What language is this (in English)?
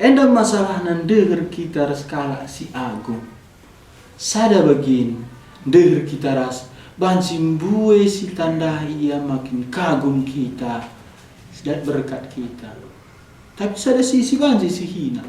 Batak Karo